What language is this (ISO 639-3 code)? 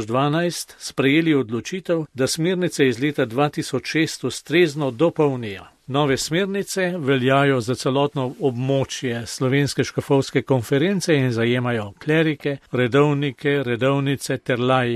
slv